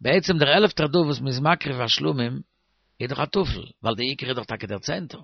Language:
Yiddish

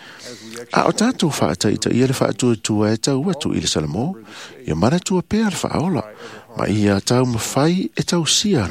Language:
Samoan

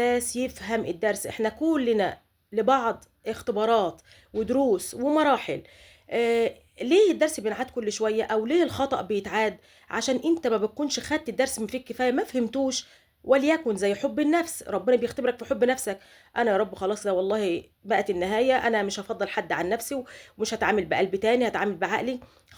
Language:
Egyptian Arabic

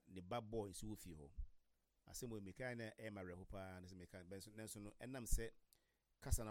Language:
Akan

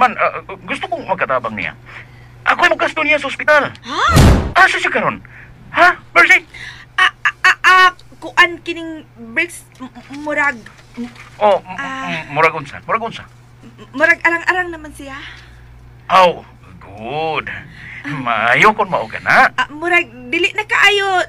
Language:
Cebuano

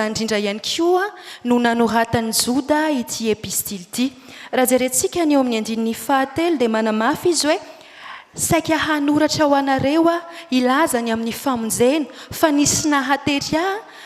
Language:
Malagasy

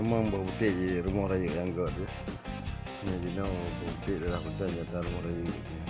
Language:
Achinese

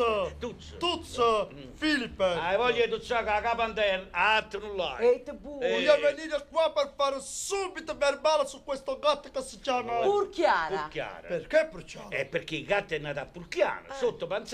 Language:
Neapolitan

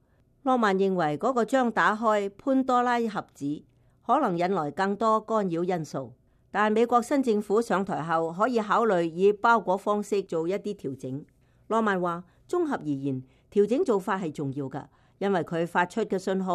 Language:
Cantonese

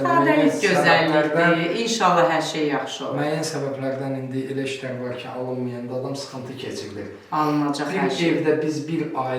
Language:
Azerbaijani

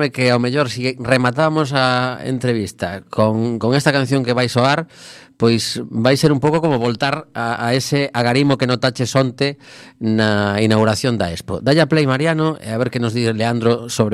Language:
Galician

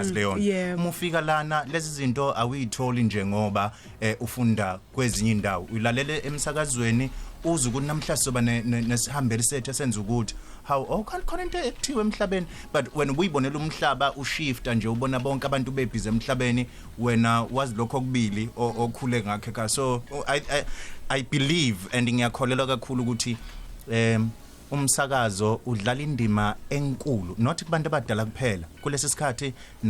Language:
Zulu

